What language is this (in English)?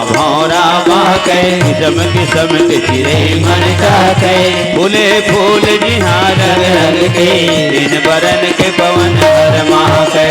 Chhattisgarhi